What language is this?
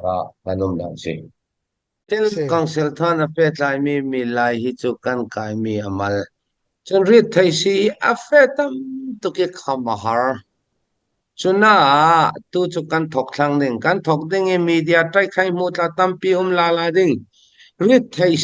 Falam Chin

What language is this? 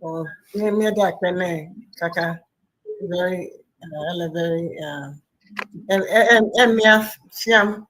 Ewe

